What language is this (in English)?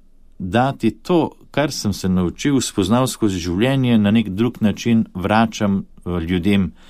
Slovenian